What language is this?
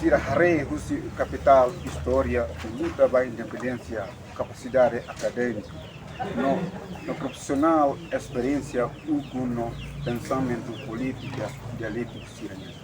Tetum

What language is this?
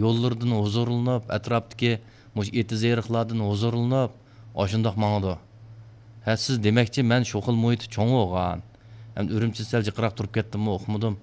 Uyghur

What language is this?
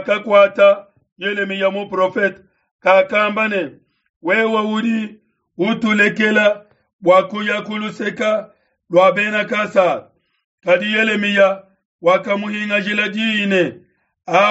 Luba-Lulua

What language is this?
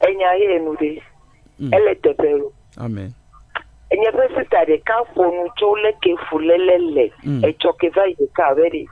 Ewe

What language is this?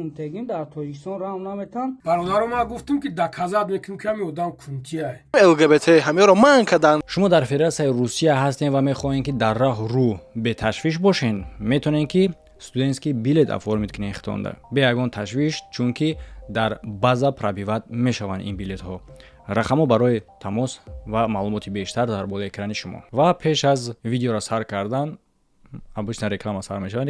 Tajik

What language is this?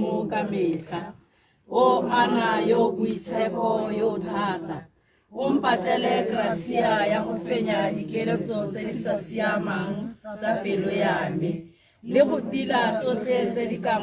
Tswana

